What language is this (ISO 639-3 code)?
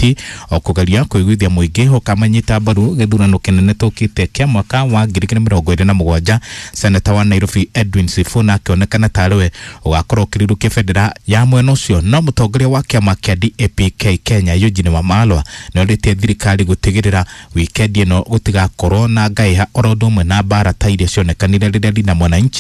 kik